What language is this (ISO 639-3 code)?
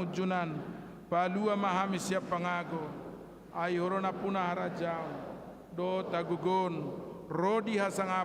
bbc